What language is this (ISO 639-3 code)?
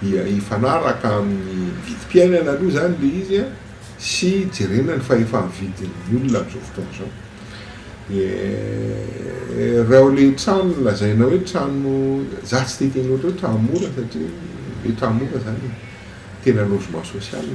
mlg